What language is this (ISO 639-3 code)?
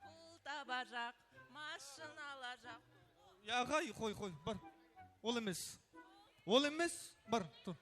kaa